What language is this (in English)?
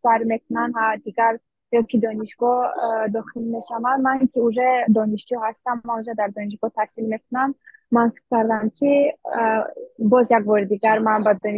Tajik